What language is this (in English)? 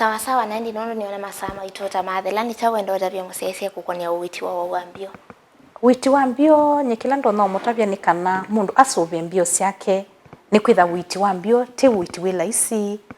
Kamba